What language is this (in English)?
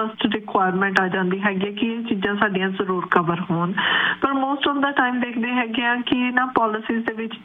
Punjabi